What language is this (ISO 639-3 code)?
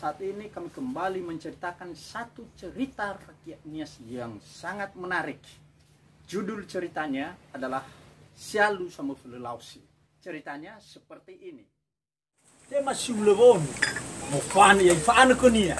nia